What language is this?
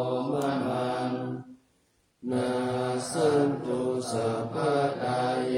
Pali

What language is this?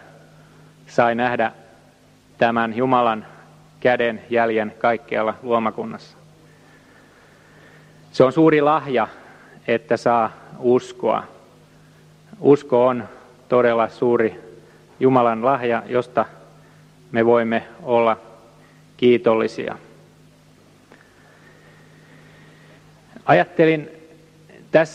Finnish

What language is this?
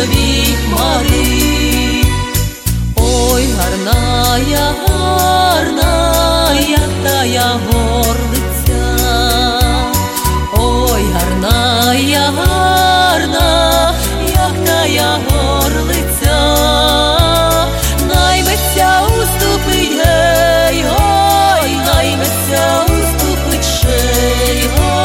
Ukrainian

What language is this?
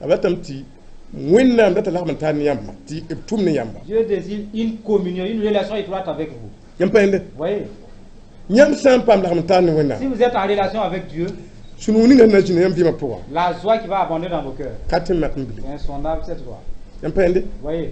Mossi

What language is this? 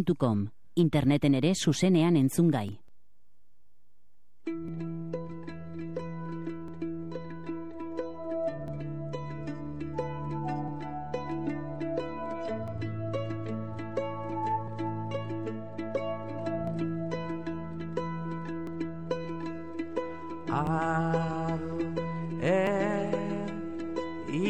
Basque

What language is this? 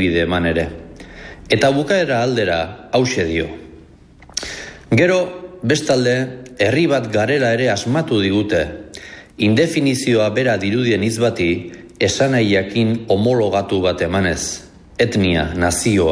Basque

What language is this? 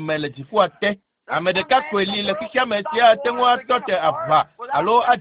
Ewe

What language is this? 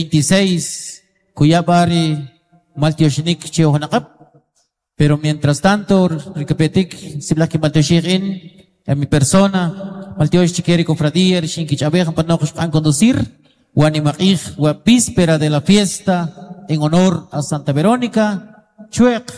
Kʼicheʼ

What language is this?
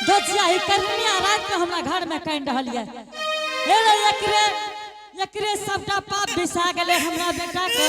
Angika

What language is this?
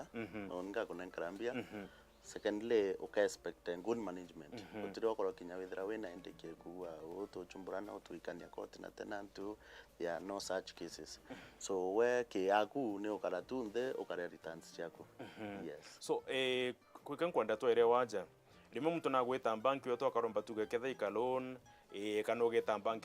Meru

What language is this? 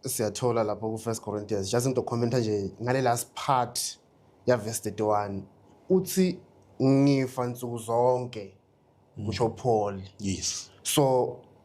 Zulu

